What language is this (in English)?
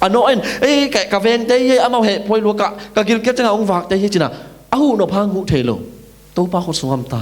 Tedim Chin